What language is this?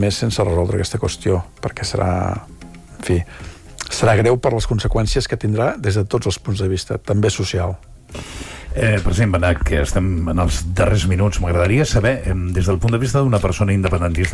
Catalan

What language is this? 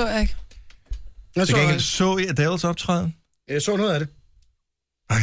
Danish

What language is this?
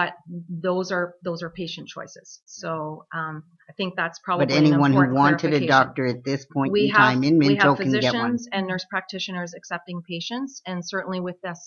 English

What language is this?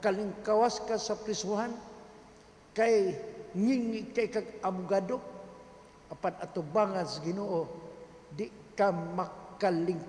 Cebuano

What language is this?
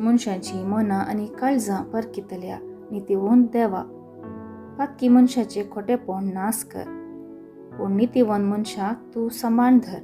Konkani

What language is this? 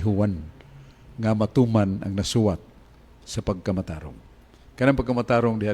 Cebuano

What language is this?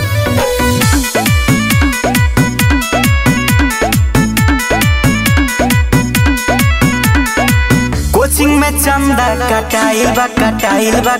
Bhojpuri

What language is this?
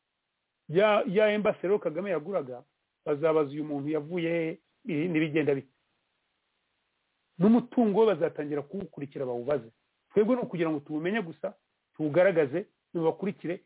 Kinyarwanda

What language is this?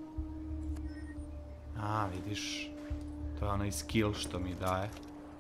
Serbian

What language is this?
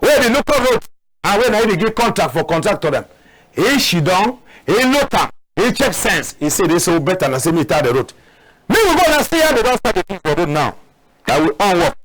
Cameroon Pidgin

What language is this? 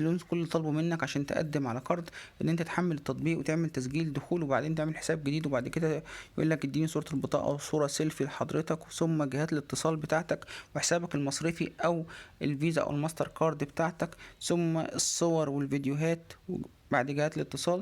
Egyptian Arabic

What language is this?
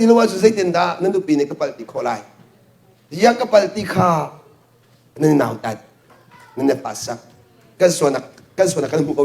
Hakha Chin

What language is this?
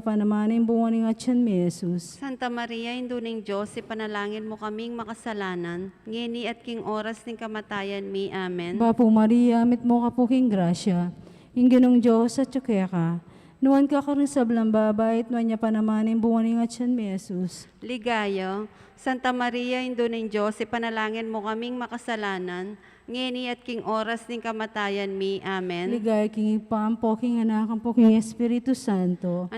Pampanga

